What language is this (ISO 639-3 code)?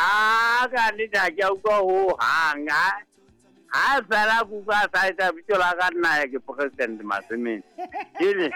sot